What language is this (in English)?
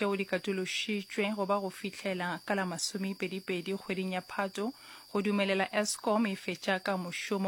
Northern Sotho